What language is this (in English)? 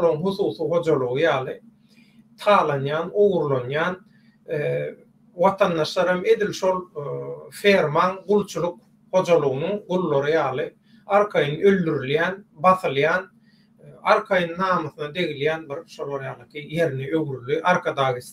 Turkmen